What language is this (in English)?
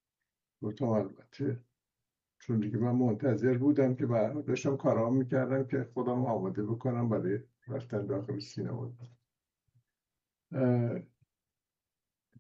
Persian